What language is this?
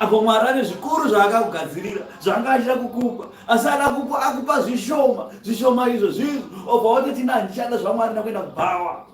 Shona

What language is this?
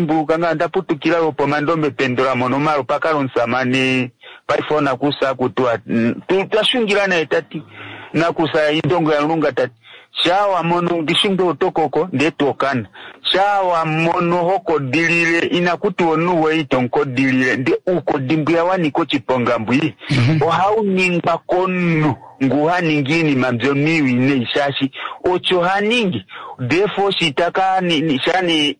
Kuanyama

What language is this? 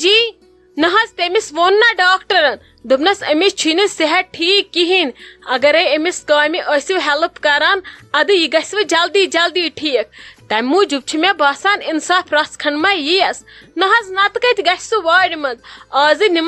Kashmiri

